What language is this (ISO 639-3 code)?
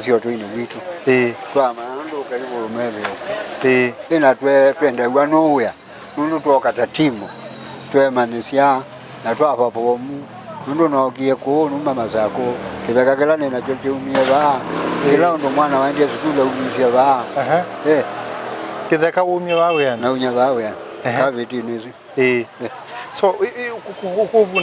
kam